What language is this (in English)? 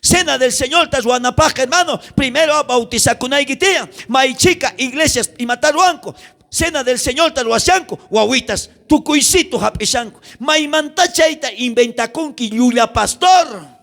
South Bolivian Quechua